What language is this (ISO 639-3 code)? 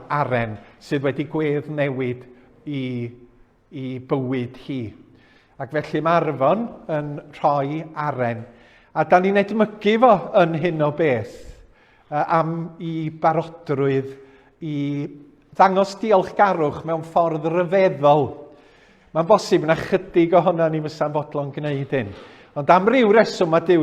cym